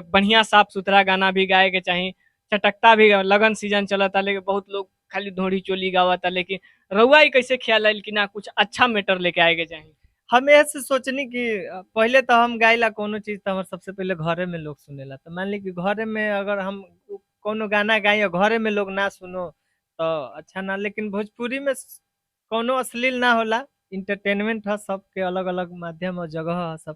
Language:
Bhojpuri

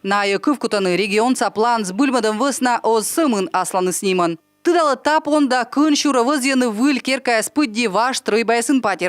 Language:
Komi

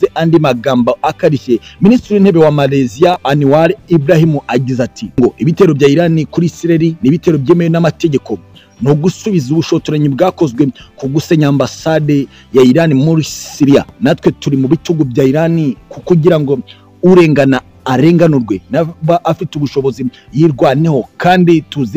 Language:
Kinyarwanda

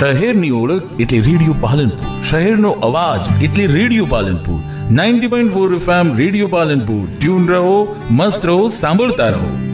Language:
Gujarati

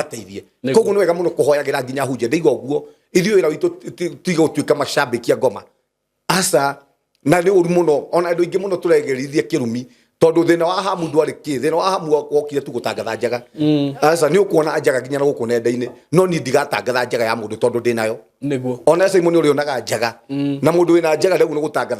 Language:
Kikuyu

